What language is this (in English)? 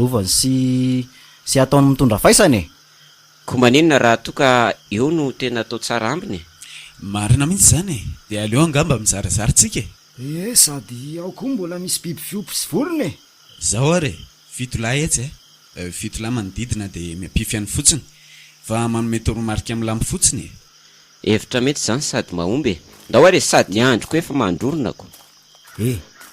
Malagasy